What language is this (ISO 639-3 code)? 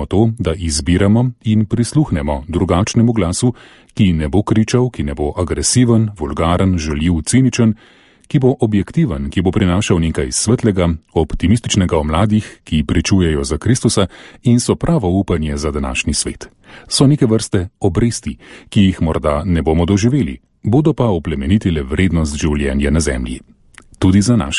slv